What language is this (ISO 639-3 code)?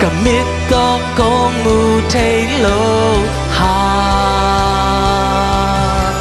ctd